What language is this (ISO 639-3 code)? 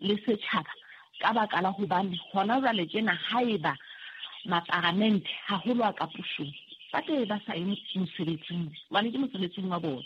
sot